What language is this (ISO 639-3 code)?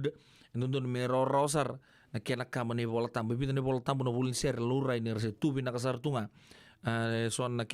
fij